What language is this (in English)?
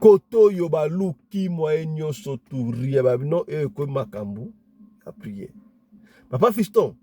Lingala